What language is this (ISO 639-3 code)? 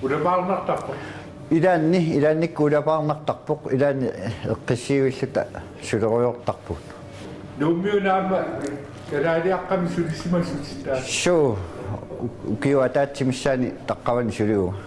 kal